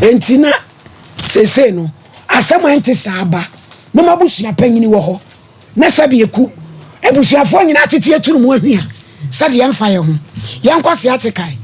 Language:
Akan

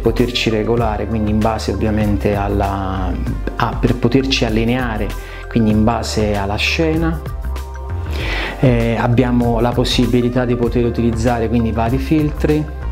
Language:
Italian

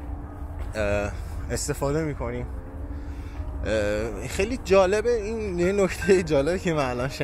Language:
Persian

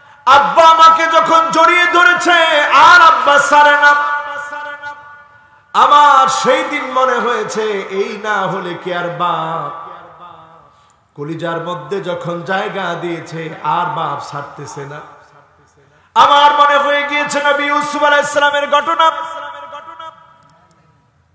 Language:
Bangla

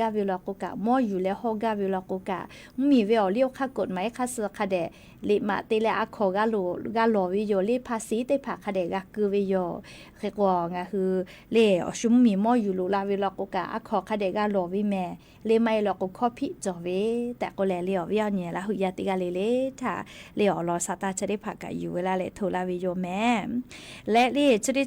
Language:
Lahu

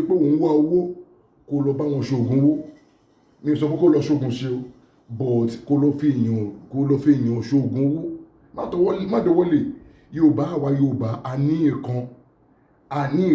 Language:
Yoruba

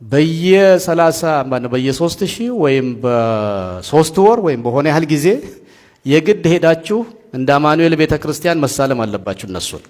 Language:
Amharic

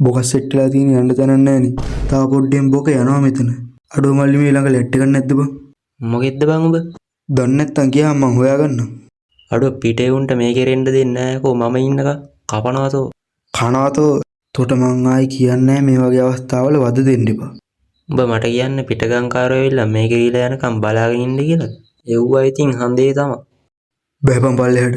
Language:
Sinhala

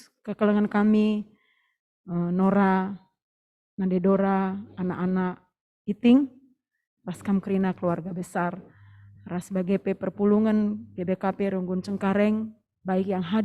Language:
Batak Karo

